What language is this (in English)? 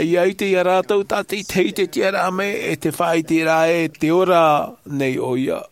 Tahitian